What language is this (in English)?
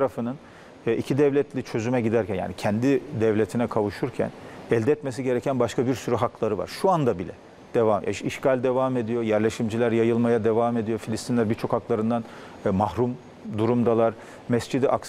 Turkish